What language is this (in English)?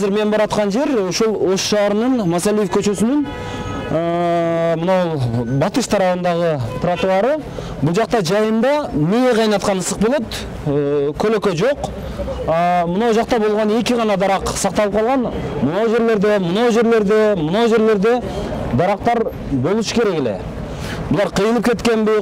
Kyrgyz